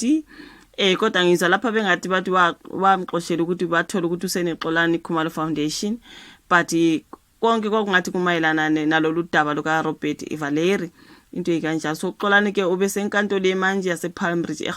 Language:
Zulu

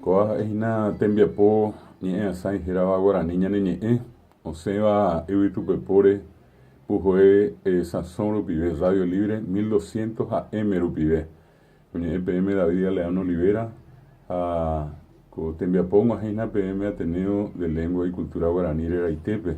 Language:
Guarani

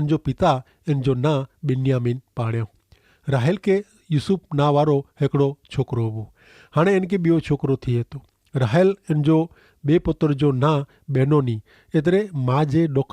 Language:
Kachhi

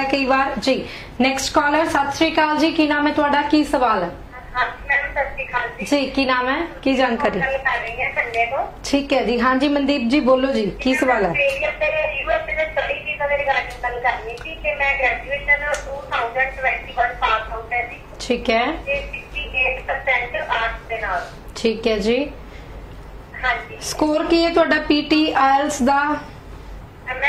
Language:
Punjabi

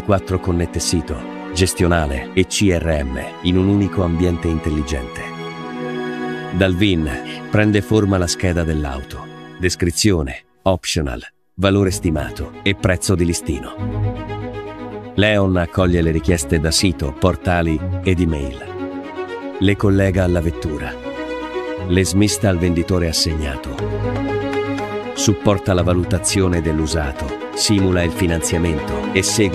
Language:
Italian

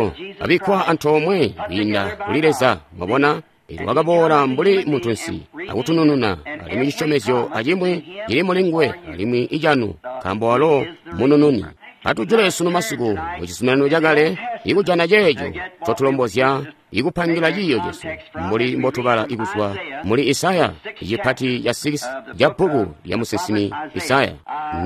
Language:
Tonga (Zambia)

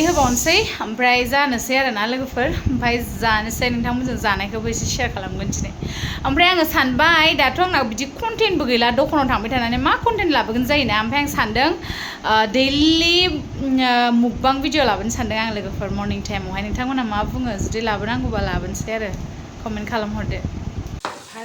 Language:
Bodo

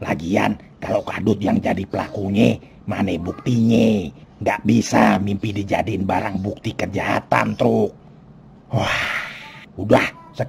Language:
Betawi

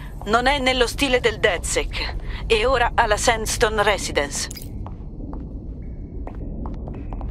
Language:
Italian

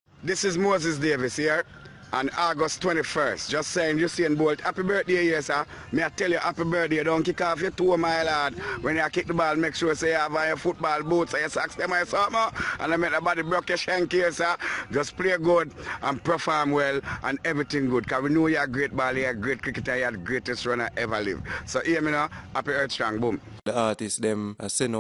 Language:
Jamaican Creole English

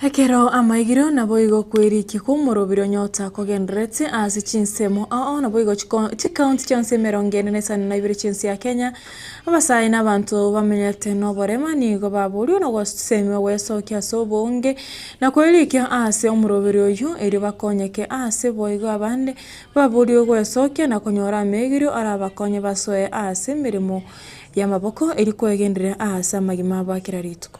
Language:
Gusii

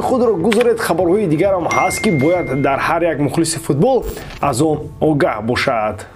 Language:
Tajik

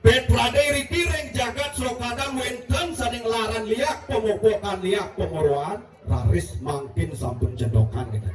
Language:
Balinese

